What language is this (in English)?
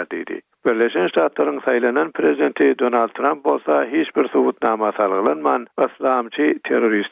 Turkmen